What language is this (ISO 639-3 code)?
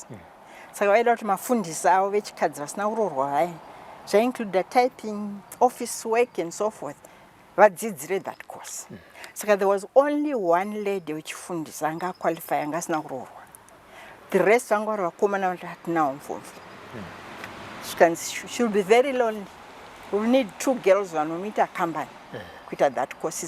sna